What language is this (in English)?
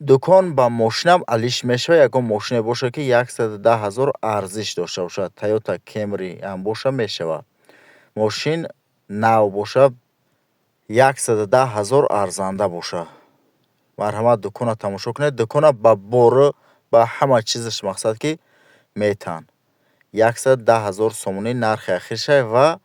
Tajik